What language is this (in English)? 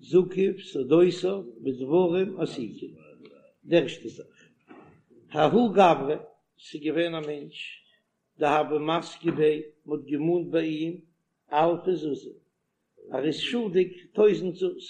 Yiddish